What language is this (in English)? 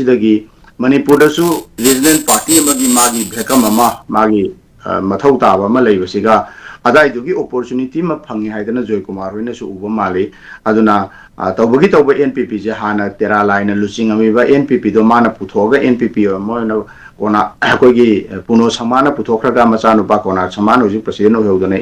Manipuri